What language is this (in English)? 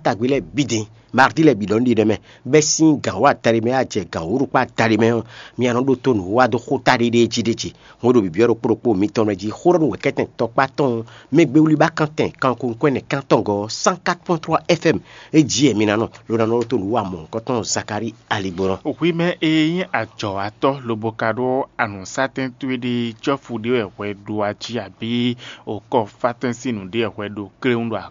Fon